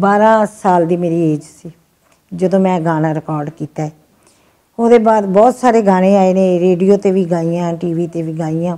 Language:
Western Panjabi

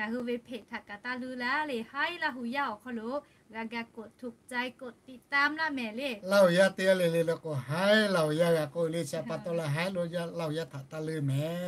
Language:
Lahu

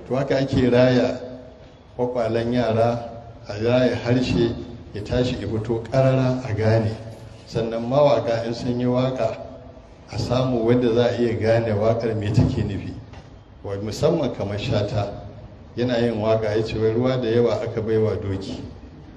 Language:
Hausa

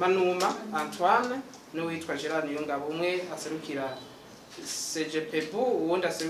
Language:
Rundi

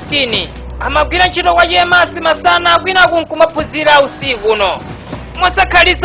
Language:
Nyanja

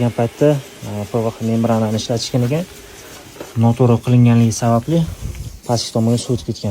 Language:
Uzbek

